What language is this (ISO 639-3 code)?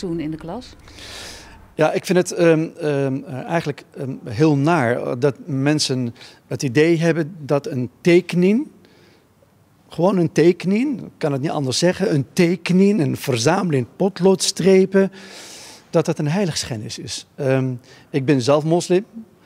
nld